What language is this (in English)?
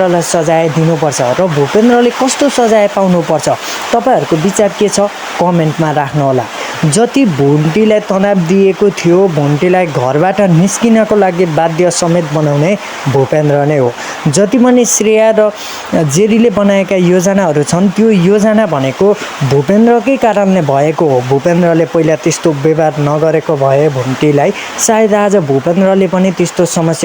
Nepali